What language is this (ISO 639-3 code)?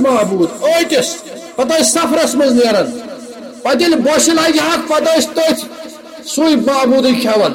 kas